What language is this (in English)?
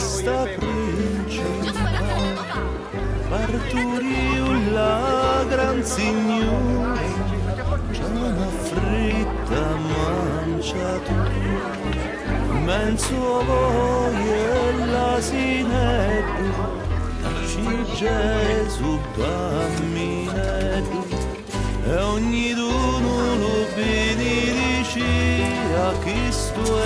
Sicilian